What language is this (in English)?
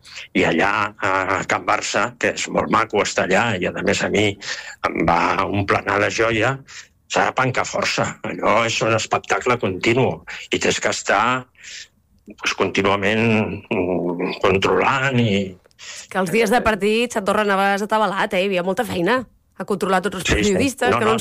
Catalan